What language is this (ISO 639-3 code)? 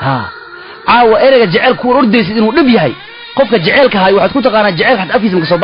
som